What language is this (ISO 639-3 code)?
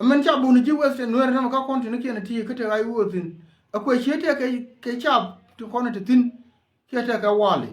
nus